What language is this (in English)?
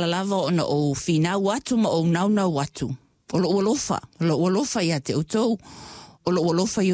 Samoan